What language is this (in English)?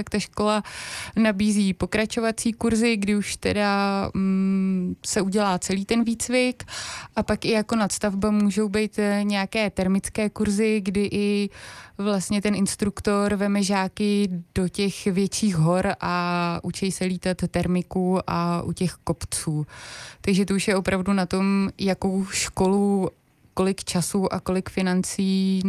Czech